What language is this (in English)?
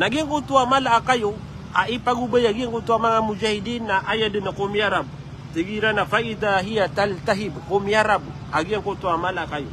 Maranao